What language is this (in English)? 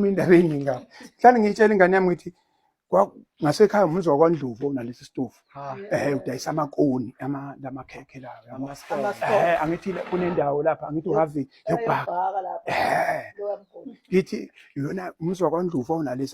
Zulu